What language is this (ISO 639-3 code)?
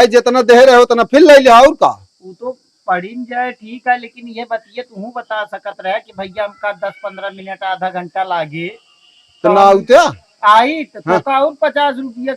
awa